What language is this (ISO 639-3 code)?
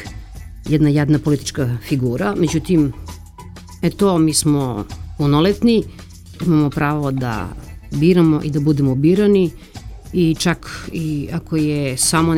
srp